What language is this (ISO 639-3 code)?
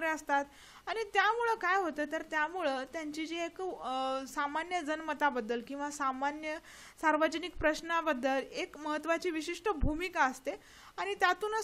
mar